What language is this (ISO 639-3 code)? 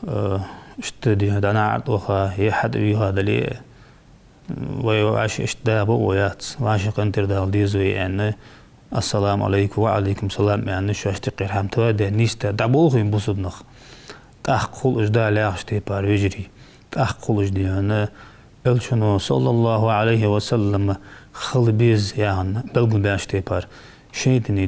inh